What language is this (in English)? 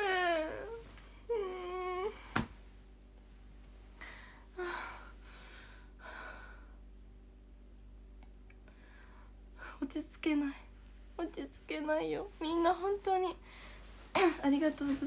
Japanese